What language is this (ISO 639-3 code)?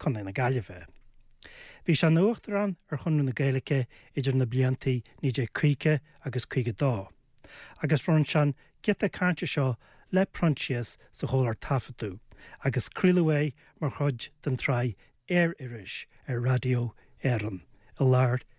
gle